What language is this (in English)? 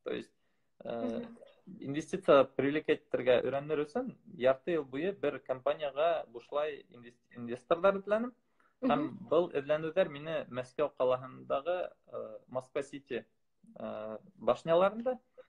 Bashkir